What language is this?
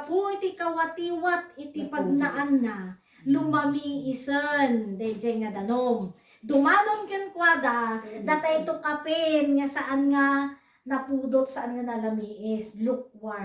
Iloko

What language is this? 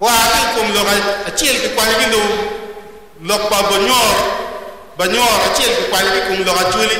Acoli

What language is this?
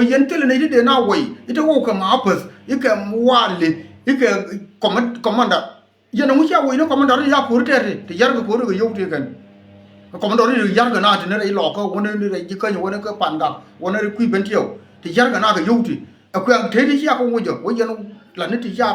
Nuer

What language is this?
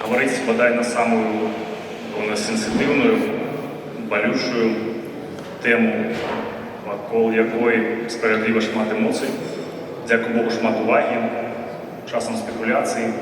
Belarusian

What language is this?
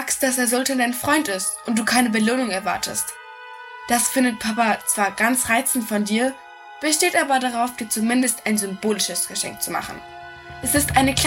German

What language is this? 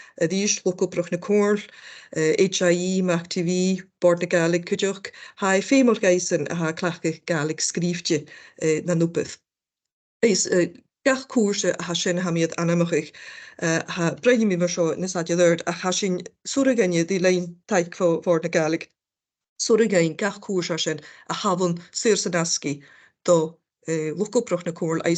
Scottish Gaelic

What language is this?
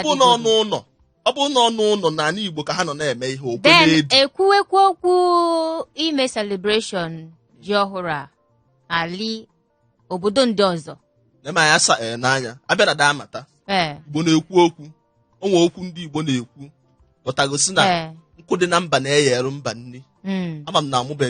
Igbo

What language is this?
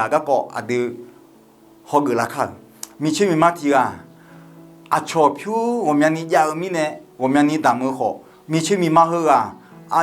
Akha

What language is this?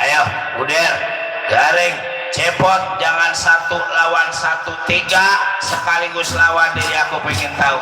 Betawi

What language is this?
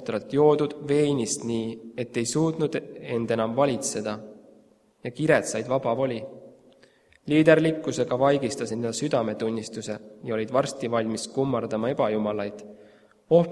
Estonian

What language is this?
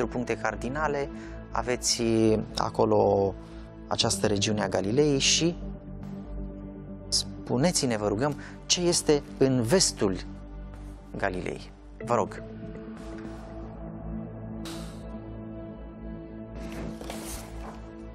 Romanian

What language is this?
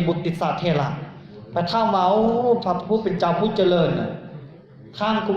Lao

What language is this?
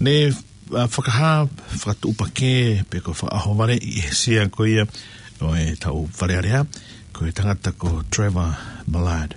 Tongan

